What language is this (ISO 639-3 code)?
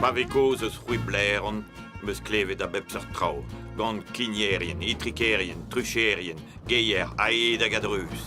bre